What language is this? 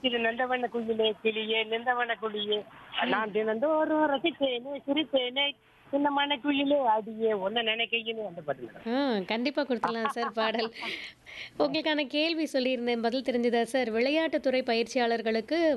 Tamil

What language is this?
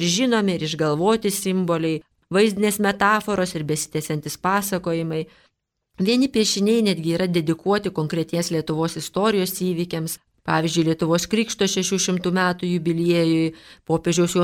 Lithuanian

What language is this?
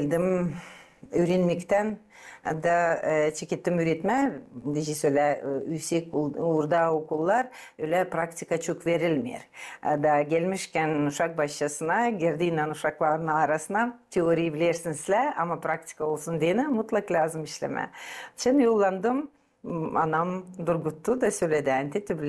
Gagauz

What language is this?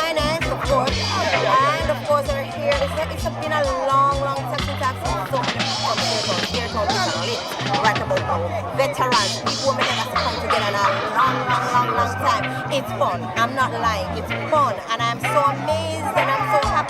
Jamaican Creole English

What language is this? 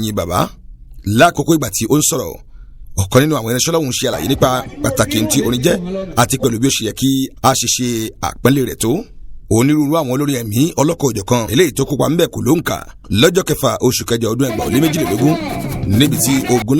Yoruba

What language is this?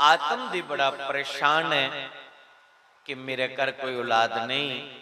Dogri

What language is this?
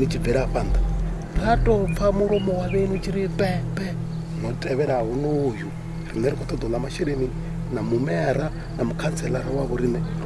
Venda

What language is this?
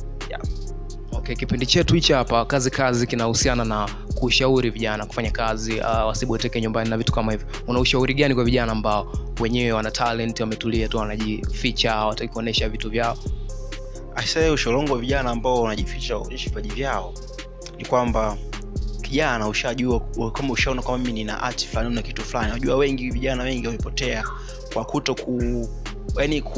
Swahili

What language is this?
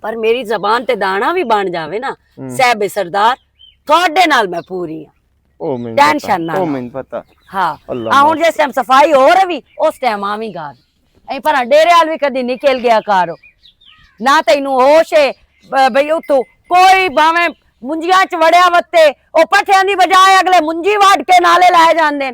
Western Panjabi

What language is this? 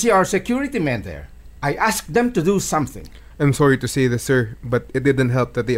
Filipino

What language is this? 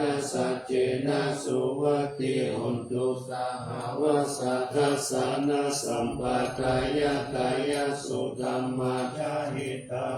Pali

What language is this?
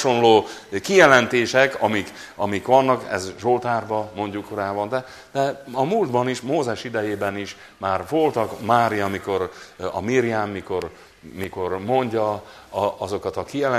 Hungarian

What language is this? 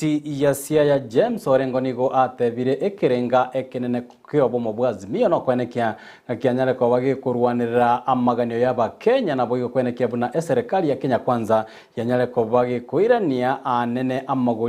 Gusii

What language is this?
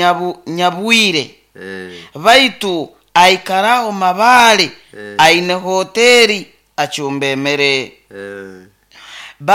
Nyoro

